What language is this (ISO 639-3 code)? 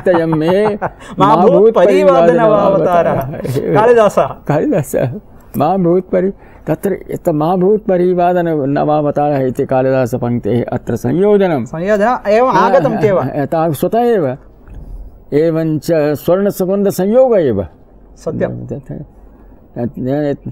san